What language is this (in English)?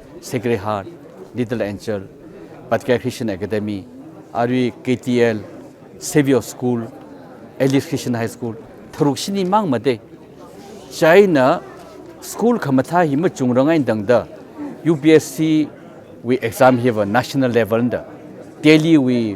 Tangkhul Naga (India)